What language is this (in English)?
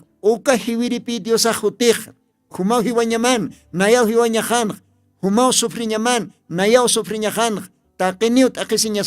Aymara